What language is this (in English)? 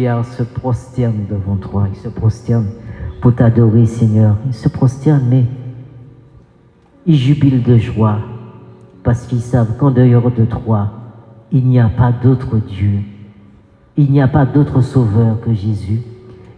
French